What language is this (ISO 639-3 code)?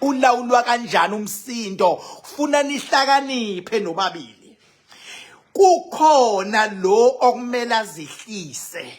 zul